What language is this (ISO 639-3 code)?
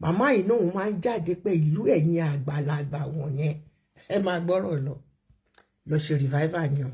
yor